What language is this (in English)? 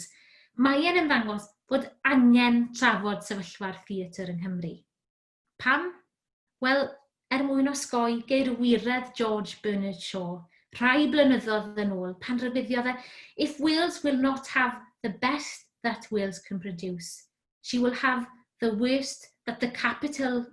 Welsh